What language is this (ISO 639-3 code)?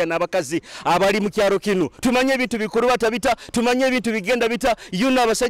nyo